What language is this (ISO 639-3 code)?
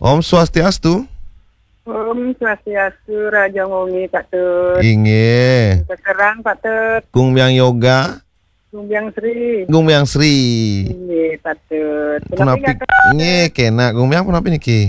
ban